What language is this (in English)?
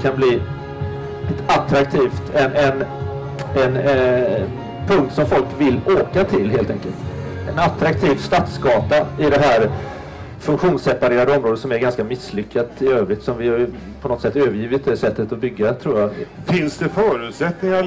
Swedish